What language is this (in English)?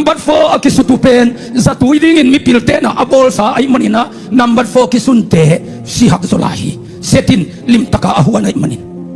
Tedim Chin